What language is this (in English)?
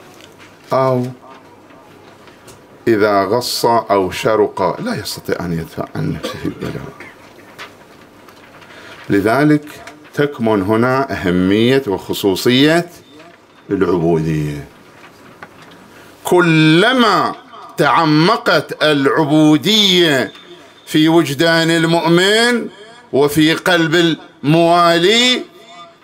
Arabic